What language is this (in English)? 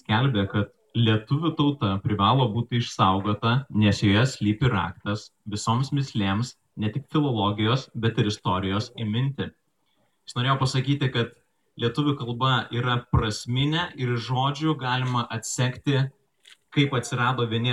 Lithuanian